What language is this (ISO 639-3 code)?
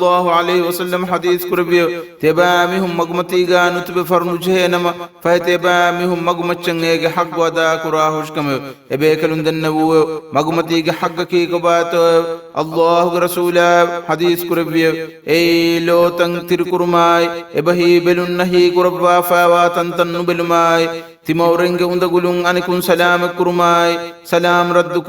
div